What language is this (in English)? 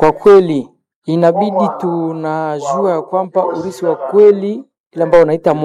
Swahili